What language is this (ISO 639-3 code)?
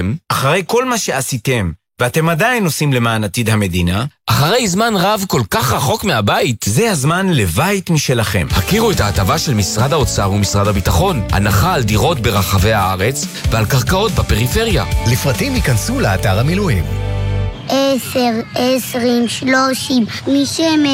heb